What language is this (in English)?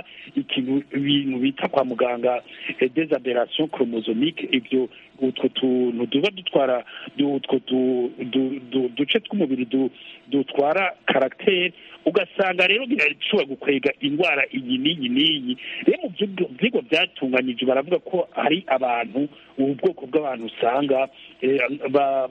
Kinyarwanda